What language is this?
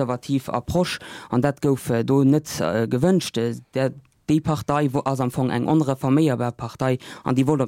Luxembourgish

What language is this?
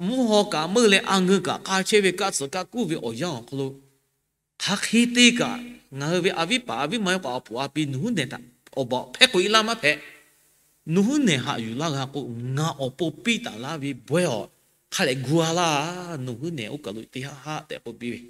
Lahu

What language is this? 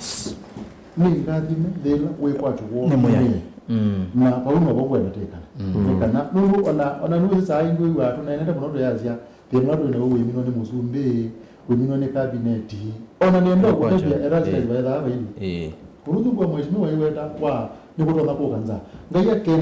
Kamba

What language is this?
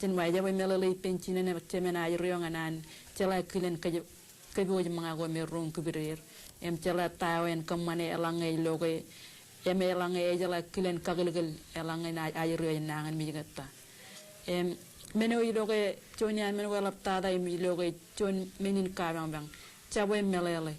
Marshallese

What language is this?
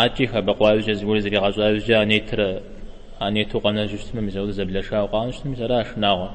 Kabardian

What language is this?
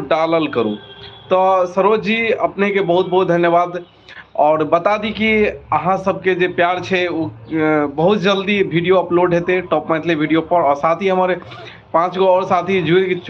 Maithili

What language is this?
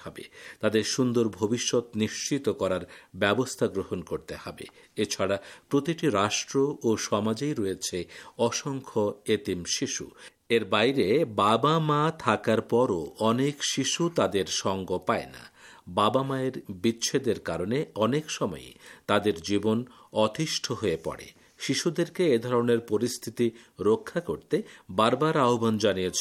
Bangla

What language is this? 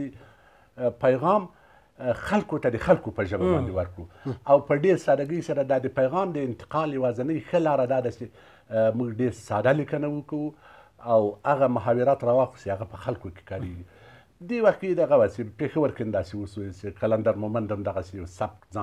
Pashto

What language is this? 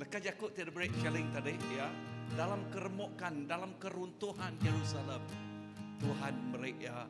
Iban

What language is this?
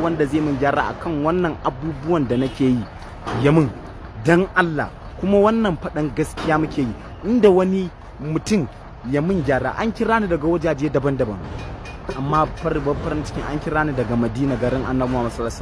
Hausa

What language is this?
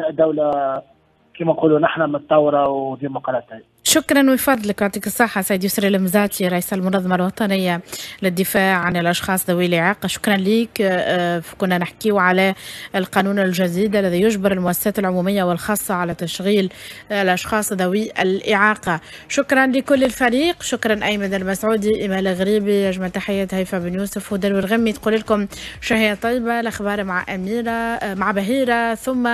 Tunisian Arabic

